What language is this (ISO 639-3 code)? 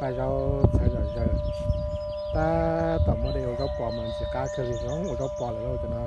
hmn